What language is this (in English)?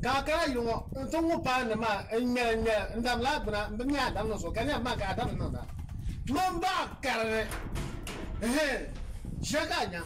Dagbani